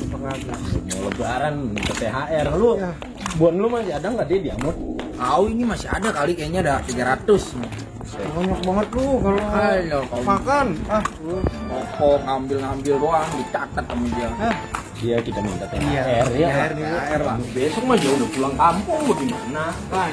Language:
Betawi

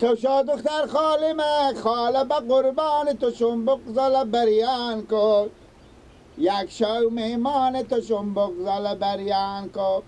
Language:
Persian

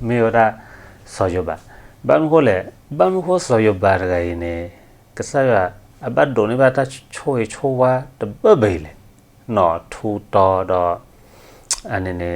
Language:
S'gaw Karen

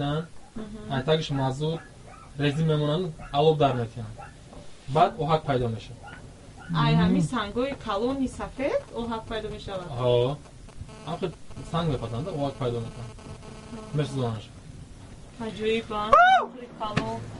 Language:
Tajik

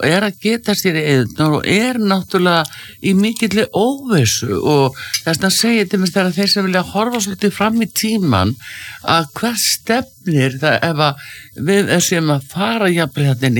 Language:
Icelandic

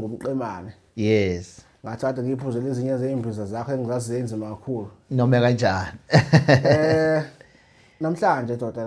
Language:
Zulu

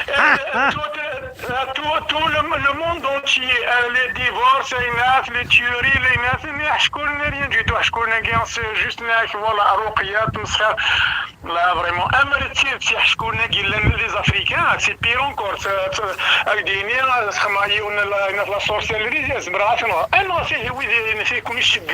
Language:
Kabyle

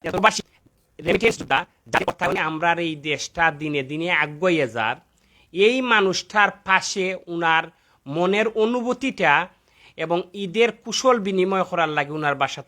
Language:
Sylheti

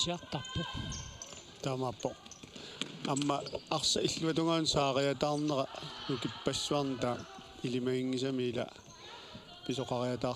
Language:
Kalaallisut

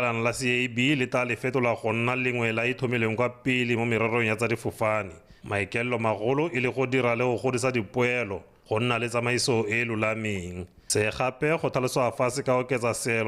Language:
Tswana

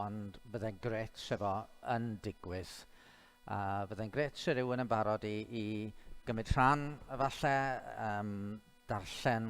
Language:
Welsh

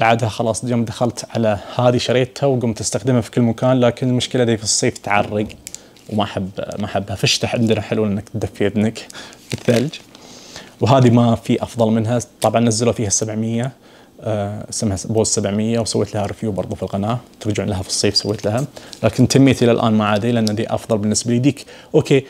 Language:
Najdi Arabic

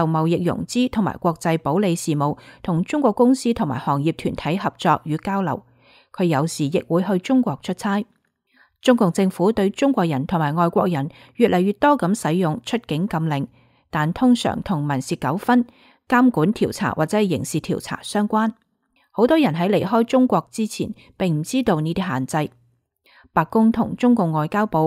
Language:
Cantonese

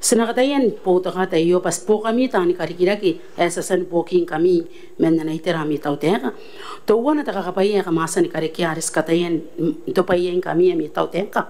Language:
Gilbertese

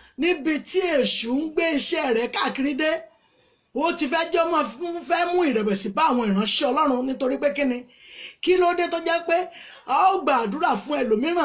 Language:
Yoruba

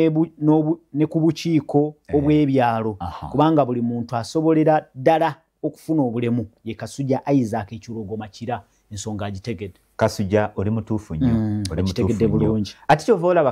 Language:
Ganda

